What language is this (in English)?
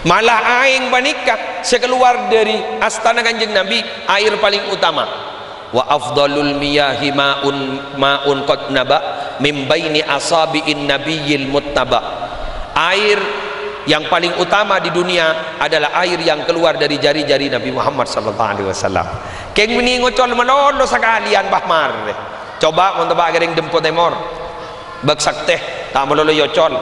Madurese